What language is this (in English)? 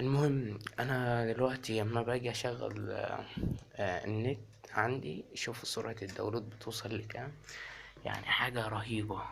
Egyptian Arabic